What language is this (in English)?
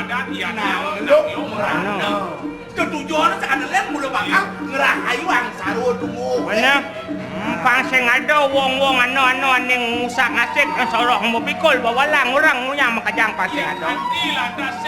Balinese